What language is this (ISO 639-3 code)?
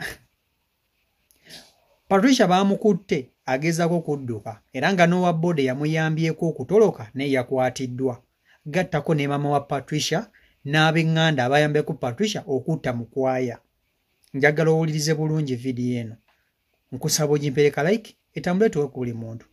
lug